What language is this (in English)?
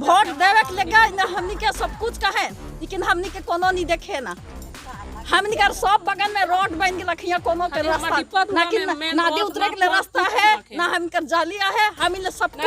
Sadri